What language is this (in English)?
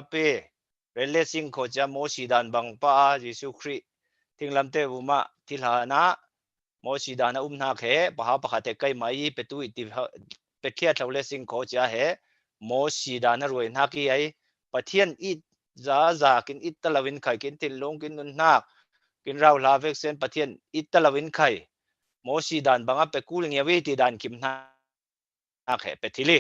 Falam Chin